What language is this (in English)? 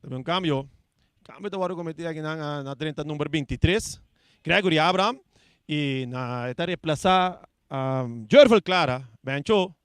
Papiamento